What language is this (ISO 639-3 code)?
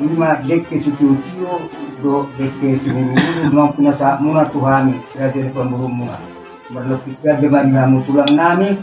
bbc